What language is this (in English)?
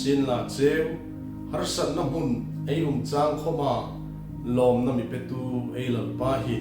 Hmar